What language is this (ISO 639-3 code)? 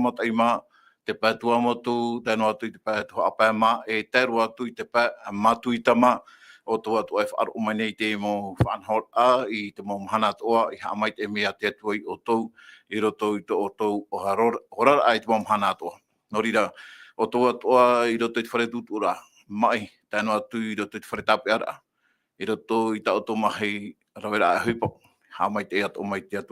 tah